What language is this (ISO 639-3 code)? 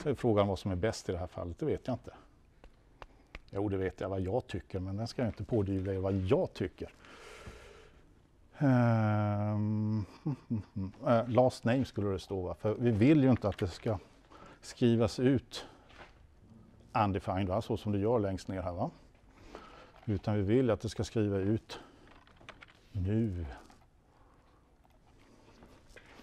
swe